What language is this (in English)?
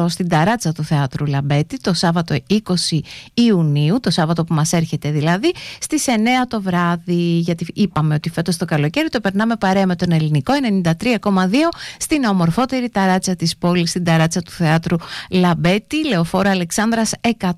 Greek